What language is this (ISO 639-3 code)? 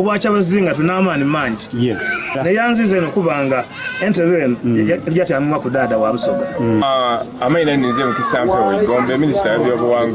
xog